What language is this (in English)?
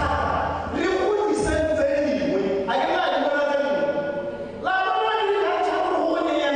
Tswana